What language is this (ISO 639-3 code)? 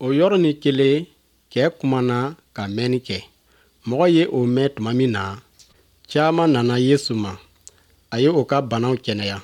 bam